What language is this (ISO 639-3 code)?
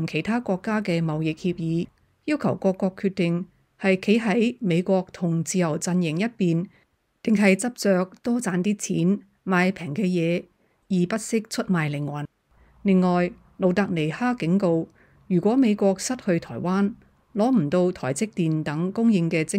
yue